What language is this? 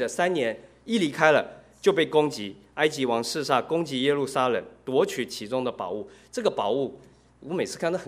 Chinese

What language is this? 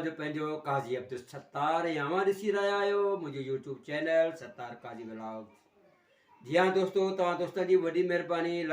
Sindhi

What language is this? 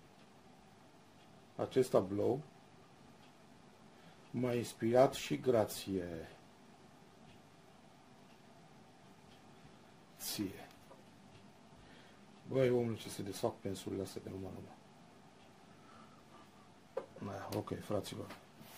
Romanian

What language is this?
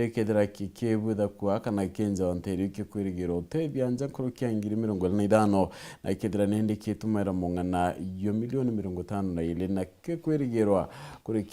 Meru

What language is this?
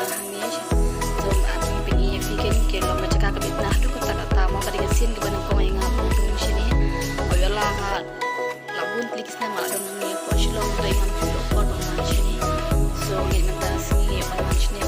Khasi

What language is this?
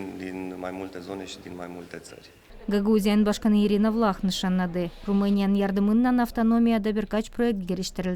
Gagauz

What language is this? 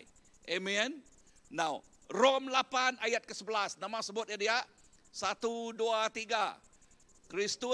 Iban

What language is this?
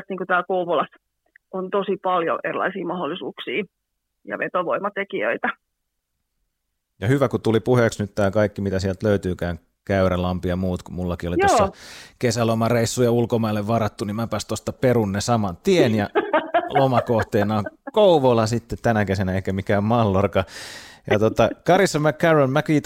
Finnish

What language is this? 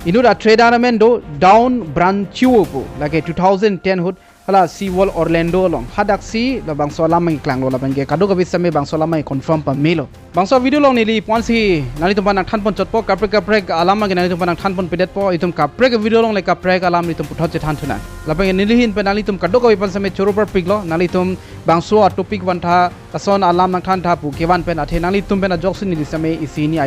Karbi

